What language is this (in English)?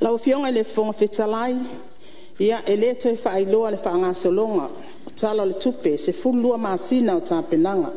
Samoan